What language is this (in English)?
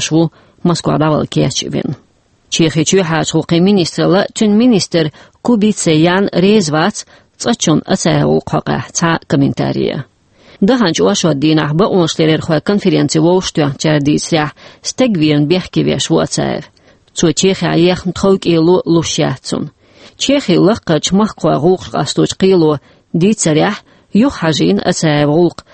Chechen